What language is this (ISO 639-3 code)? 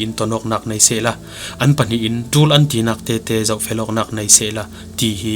cfm